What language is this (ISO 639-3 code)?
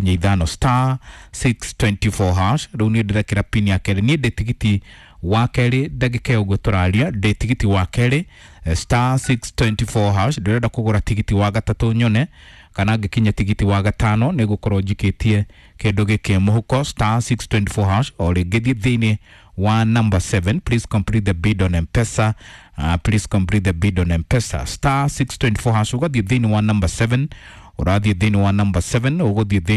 kik